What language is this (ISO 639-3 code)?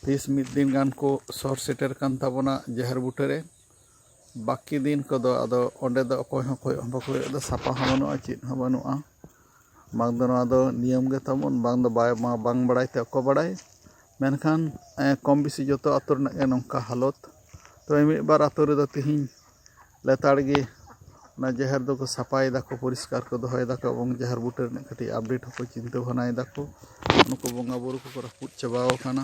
sat